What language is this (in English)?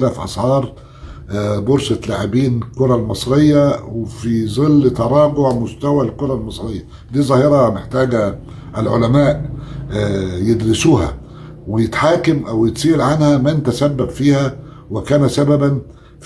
Egyptian Arabic